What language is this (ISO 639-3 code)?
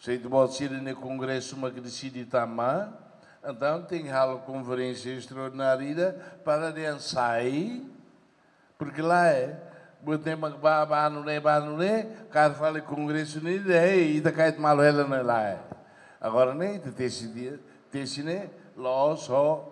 tet